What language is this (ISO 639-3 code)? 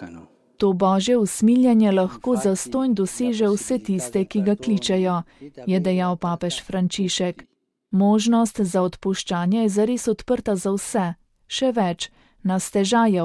slv